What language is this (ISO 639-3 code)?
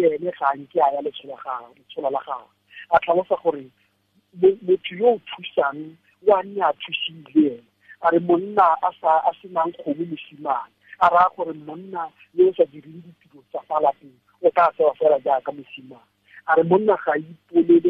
tsn